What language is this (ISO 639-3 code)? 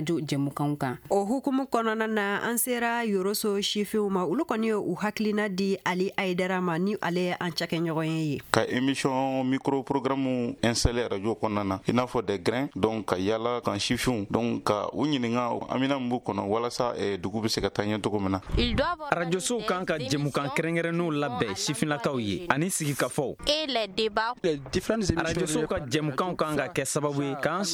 bam